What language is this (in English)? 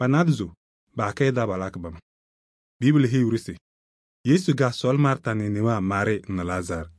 Kabiyè